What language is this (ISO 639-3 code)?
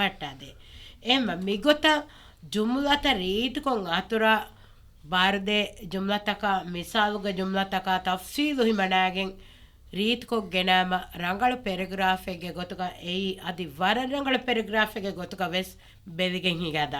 div